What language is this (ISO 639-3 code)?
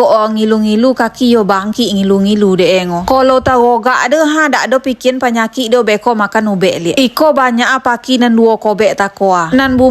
min